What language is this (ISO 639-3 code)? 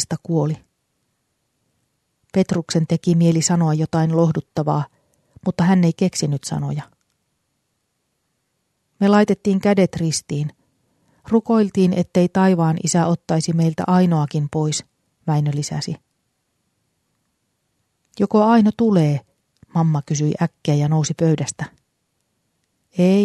fin